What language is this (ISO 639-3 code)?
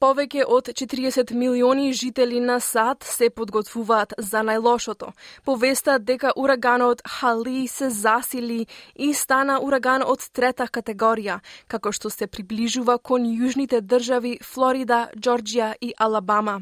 mkd